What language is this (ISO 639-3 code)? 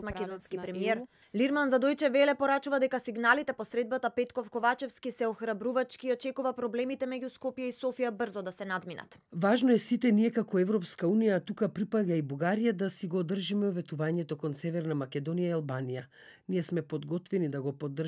mkd